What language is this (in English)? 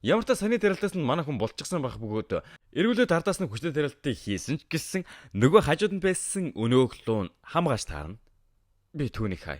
Mongolian